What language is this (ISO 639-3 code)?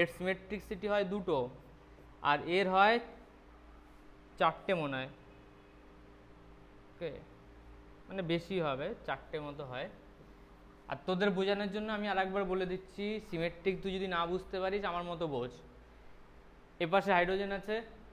ben